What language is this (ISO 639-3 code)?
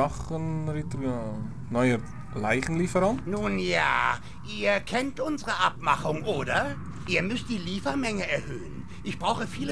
gsw